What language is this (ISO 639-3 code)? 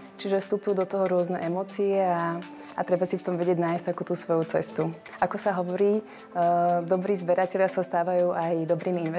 slk